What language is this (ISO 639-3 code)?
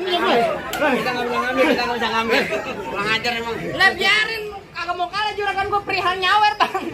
bew